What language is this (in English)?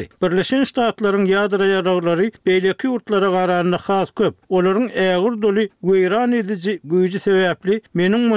Turkmen